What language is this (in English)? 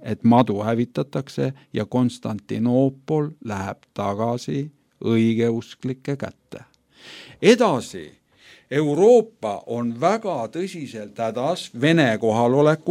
Estonian